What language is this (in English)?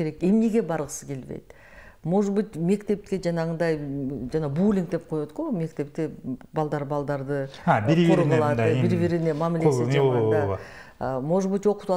Kyrgyz